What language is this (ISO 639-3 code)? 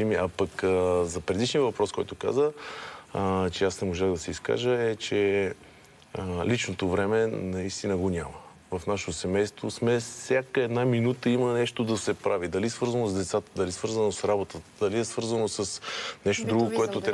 bul